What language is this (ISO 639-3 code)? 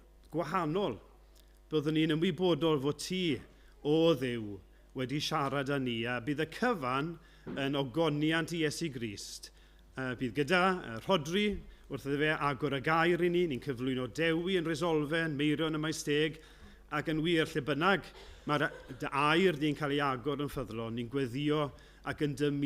cym